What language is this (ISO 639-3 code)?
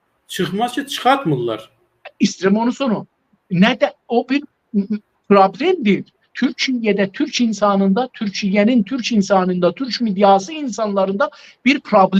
azb